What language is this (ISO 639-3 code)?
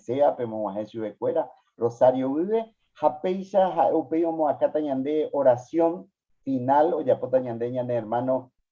grn